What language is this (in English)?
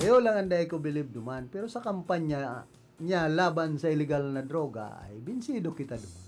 Bikol